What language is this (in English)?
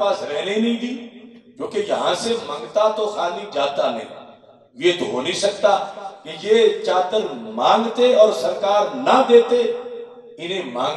Urdu